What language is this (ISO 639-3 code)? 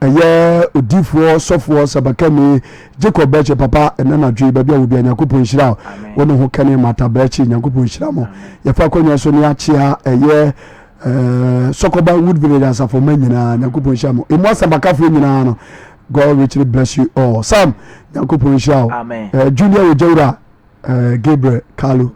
aka